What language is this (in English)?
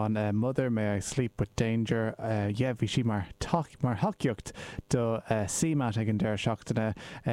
Irish